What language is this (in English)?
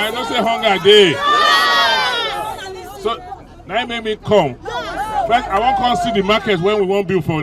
Nigerian Pidgin